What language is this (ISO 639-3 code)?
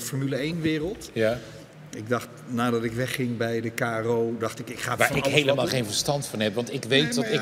nld